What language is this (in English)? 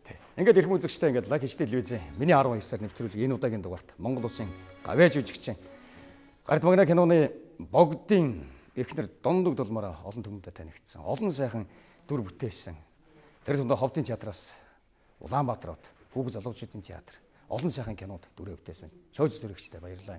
Mongolian